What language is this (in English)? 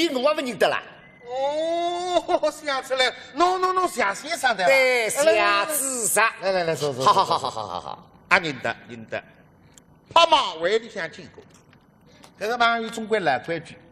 Wu Chinese